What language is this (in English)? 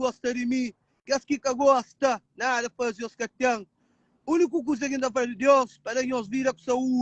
Kabuverdianu